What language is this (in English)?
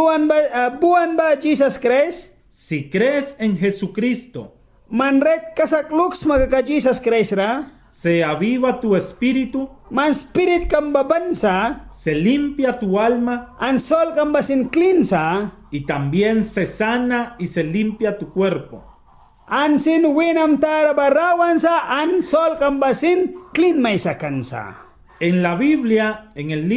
Mískito